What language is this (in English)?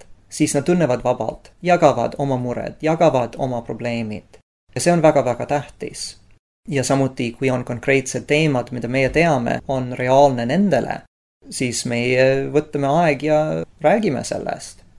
Estonian